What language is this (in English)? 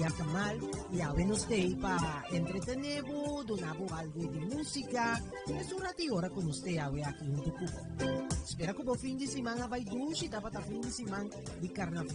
Papiamento